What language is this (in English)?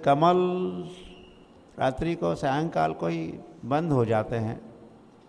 Hindi